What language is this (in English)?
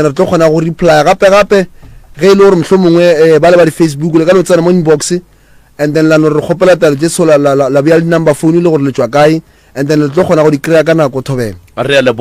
Northern Sotho